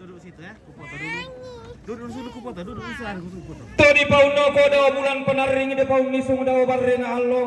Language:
Toraja-Sa'dan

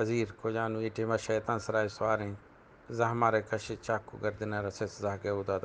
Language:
Eastern Balochi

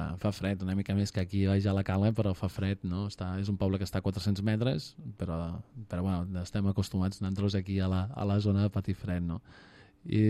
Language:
Catalan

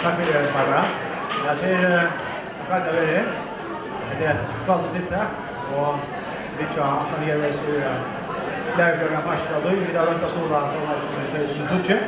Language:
Faroese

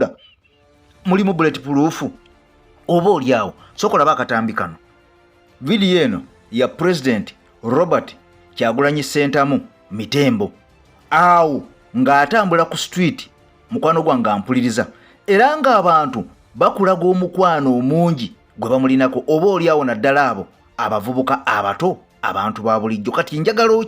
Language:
Ganda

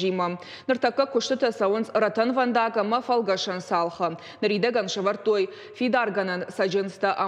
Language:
Ossetic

